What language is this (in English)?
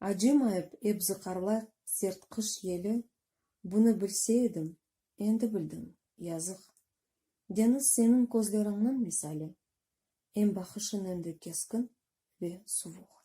Crimean Tatar